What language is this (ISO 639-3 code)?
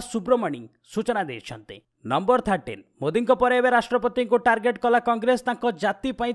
ori